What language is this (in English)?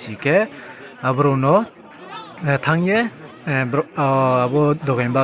Riang (India)